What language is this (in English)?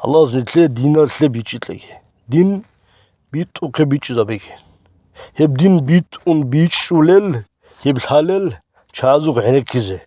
Avaric